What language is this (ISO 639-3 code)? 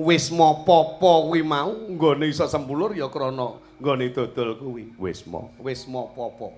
jav